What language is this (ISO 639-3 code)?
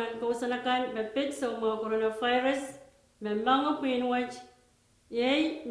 pon